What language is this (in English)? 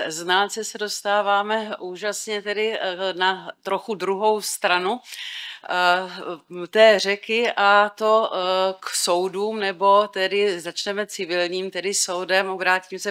Czech